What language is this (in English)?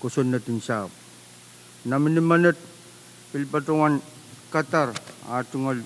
Pohnpeian